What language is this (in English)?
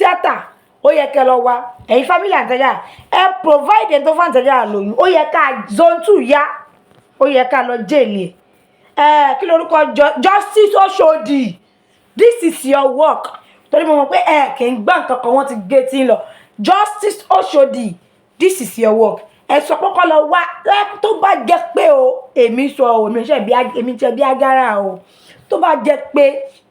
Yoruba